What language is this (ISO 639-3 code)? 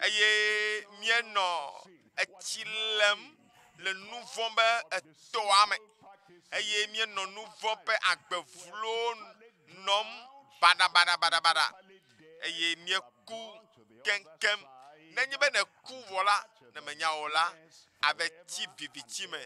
ewe